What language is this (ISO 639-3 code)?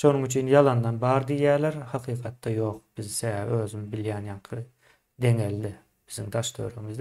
tuk